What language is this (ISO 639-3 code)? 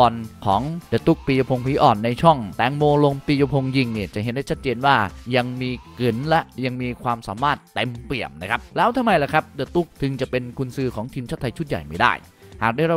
tha